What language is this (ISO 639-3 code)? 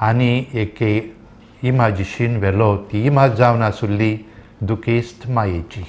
kok